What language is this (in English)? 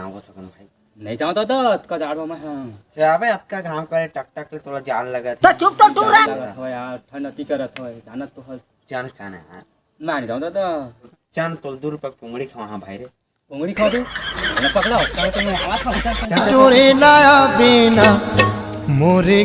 Chhattisgarhi